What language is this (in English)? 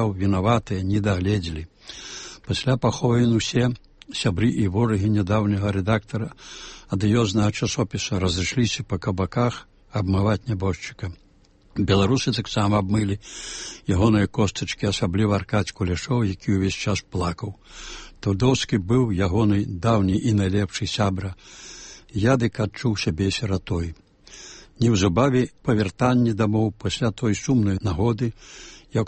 Belarusian